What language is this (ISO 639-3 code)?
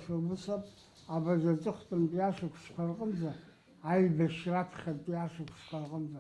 abk